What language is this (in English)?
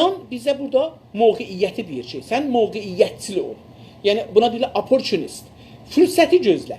South Azerbaijani